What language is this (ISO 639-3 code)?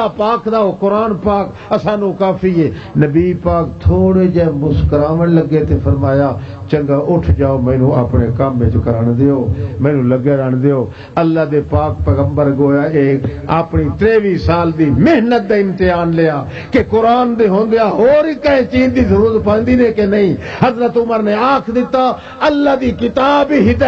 lah